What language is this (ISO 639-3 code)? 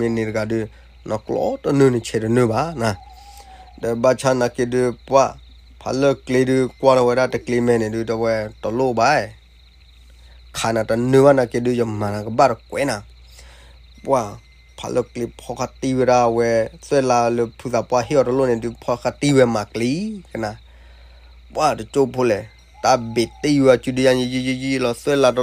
ksw